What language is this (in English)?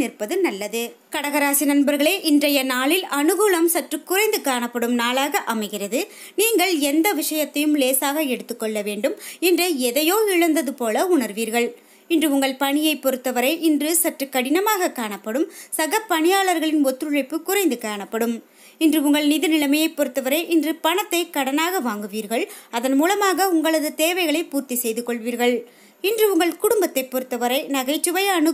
Tamil